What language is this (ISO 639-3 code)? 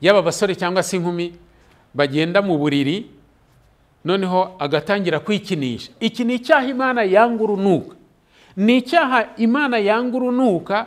kin